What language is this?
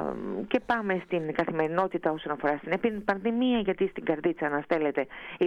Greek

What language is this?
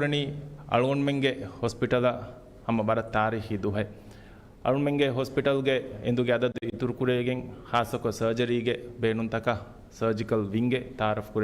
Divehi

